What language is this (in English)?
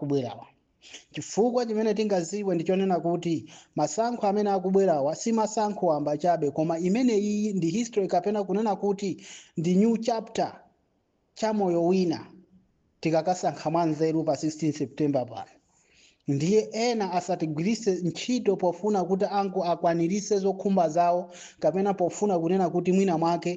Nyanja